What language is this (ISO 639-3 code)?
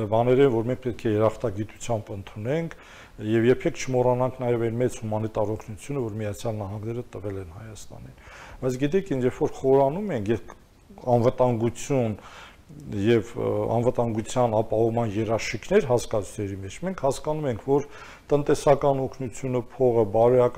hye